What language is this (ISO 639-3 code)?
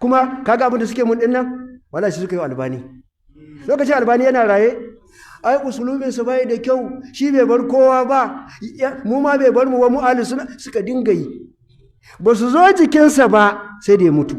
hau